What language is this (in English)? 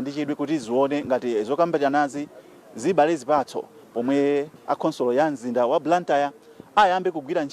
Nyanja